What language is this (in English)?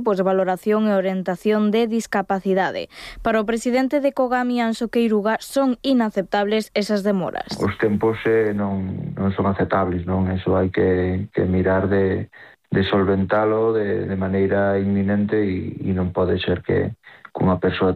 Galician